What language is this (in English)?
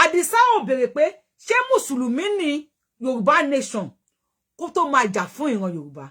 Yoruba